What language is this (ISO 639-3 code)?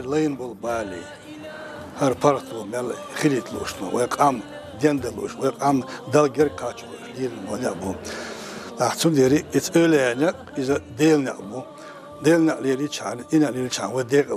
che